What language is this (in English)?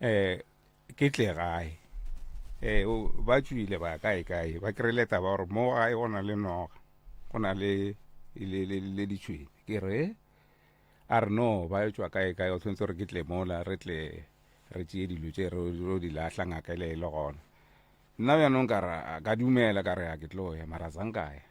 Northern Sotho